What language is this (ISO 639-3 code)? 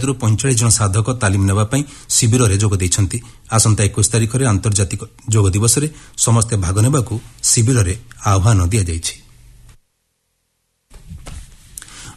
ori